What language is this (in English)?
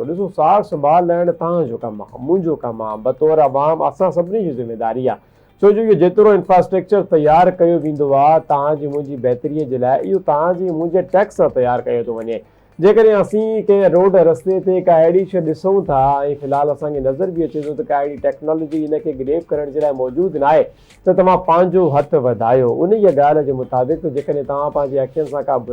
Sindhi